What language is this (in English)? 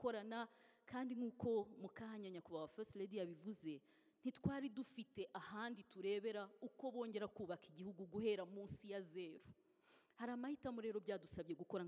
Kinyarwanda